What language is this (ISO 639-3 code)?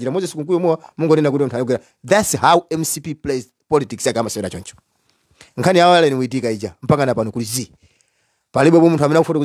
nya